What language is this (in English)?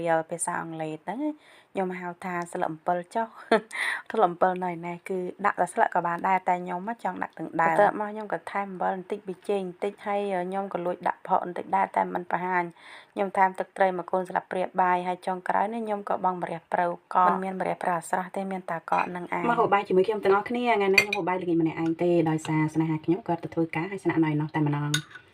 Khmer